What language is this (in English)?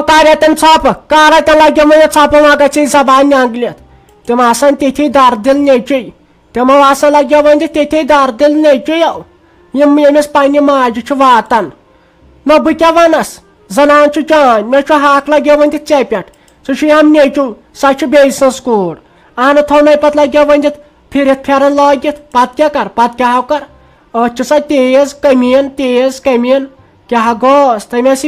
Kashmiri